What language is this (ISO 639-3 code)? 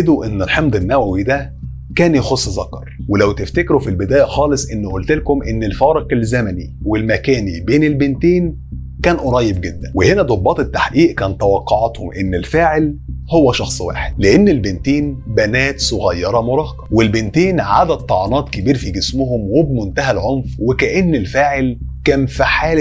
arz